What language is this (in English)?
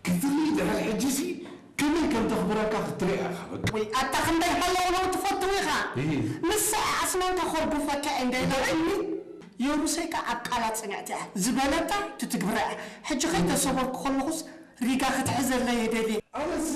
Tigrinya